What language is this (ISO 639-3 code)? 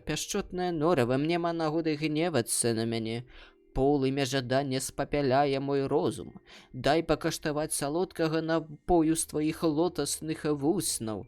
bel